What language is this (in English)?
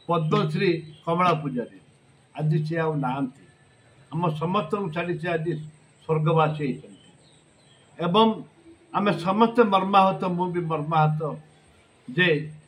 Odia